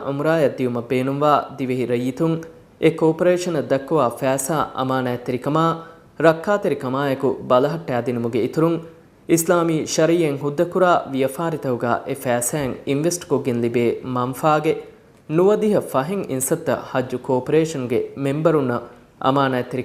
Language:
Divehi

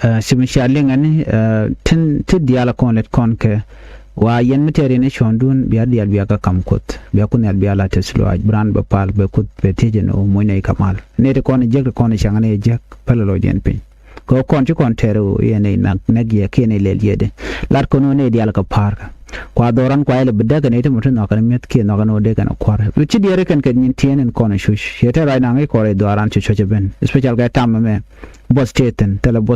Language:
Nuer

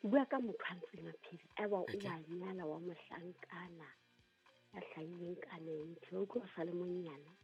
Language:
Southern Sotho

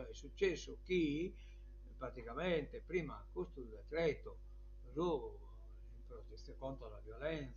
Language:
Sardinian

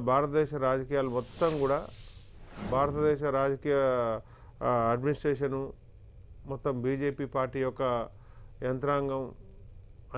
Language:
Telugu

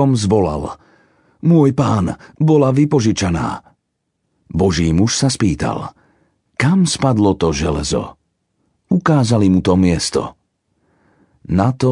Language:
Slovak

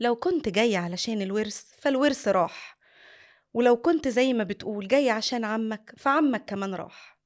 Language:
Egyptian Arabic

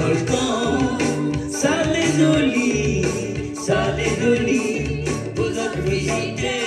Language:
Réunion Creole French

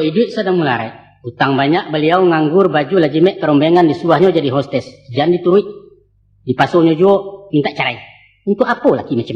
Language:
Minangkabau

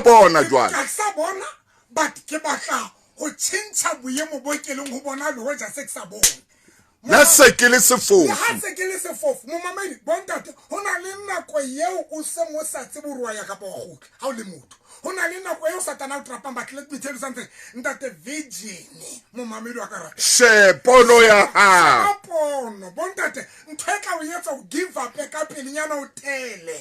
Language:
Southern Sotho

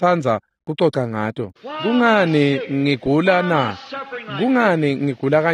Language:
Swati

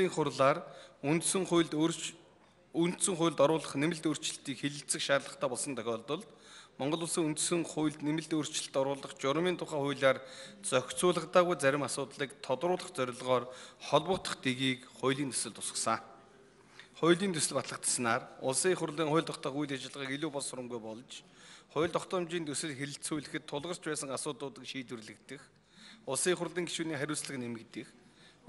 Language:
Mongolian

